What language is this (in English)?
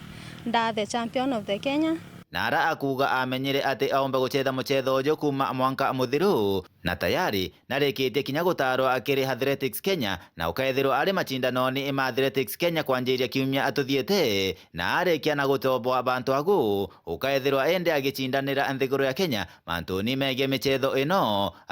Meru